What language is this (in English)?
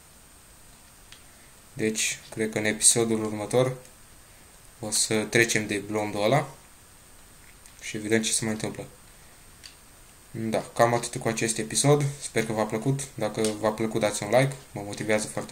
Romanian